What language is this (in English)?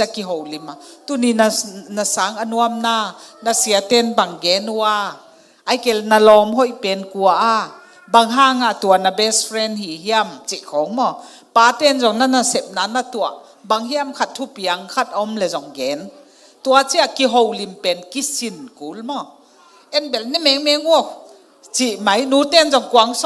Tedim Chin